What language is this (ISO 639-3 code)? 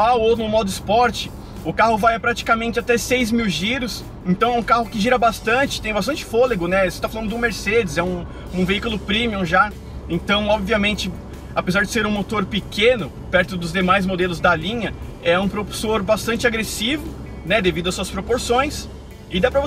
por